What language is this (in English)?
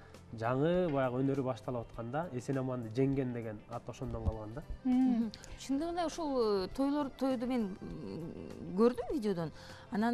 Kyrgyz